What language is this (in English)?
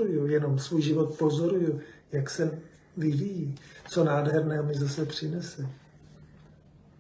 Czech